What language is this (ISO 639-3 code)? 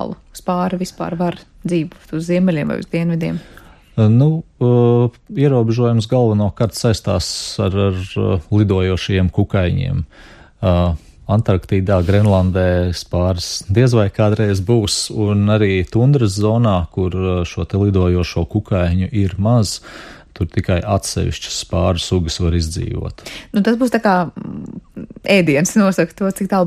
lav